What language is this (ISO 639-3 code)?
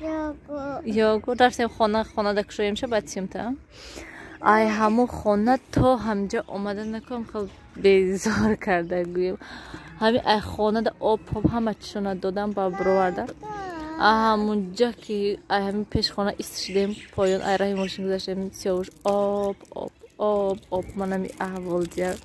tgk